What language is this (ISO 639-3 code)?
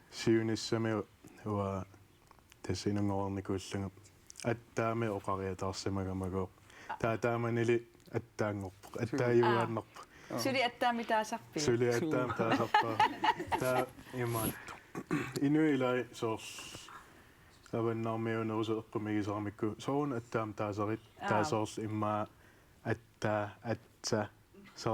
kal